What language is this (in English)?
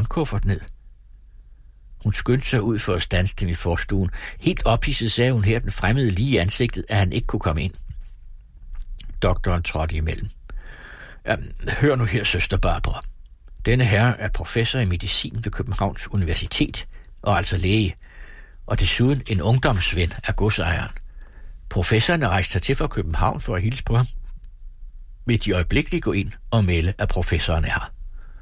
Danish